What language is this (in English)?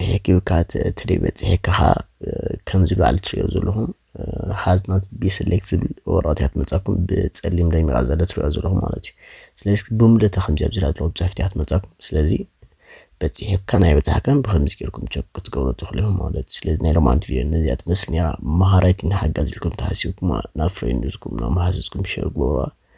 Tigrinya